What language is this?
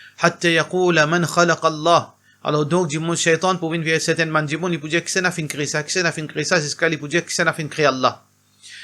Morisyen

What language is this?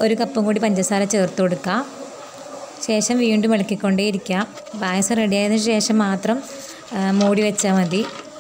Malayalam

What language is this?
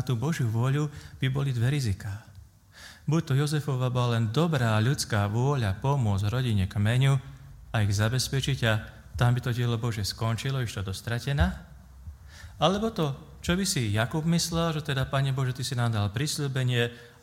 Slovak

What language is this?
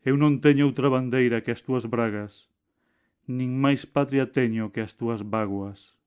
Galician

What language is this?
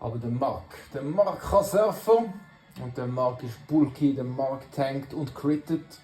Swiss German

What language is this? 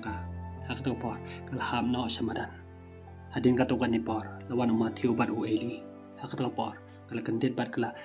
Khasi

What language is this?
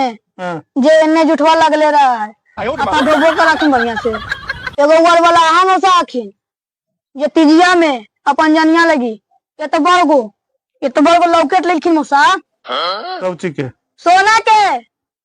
Magahi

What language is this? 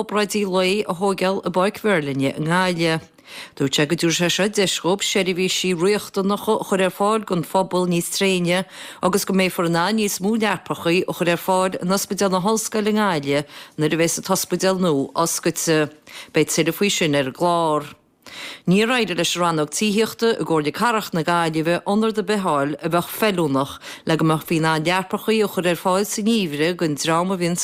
Irish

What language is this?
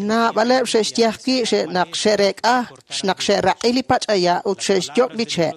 Kekchí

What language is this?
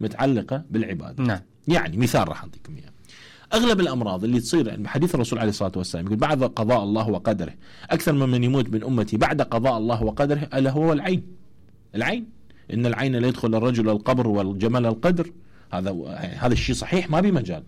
Mesopotamian Arabic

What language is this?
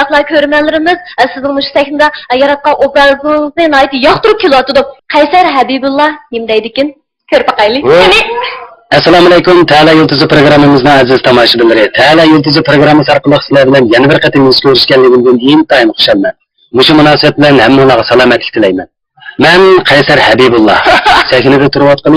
Uyghur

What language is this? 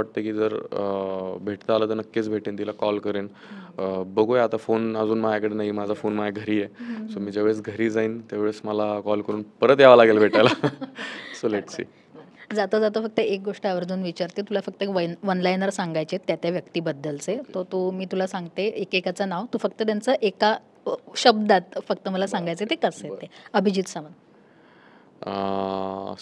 Marathi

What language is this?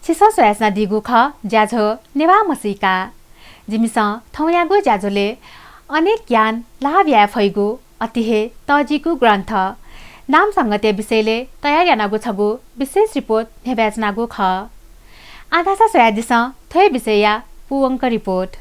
Newari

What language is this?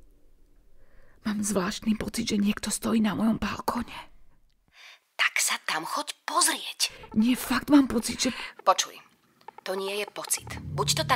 Slovak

